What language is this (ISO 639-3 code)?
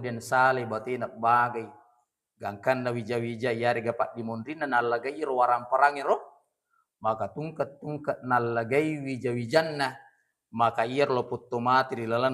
bug